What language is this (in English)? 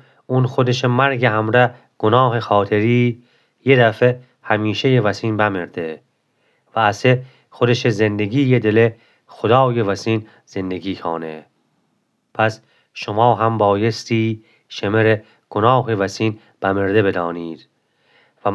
Gilaki